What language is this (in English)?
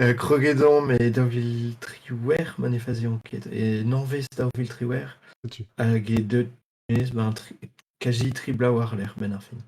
Breton